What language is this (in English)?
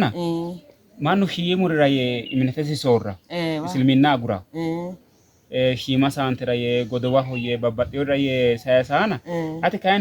Sidamo